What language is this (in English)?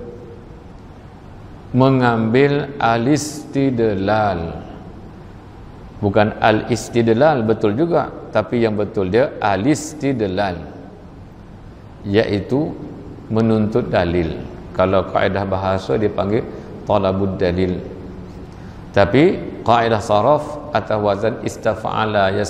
Malay